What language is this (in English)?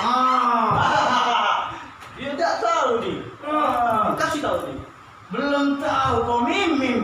Musi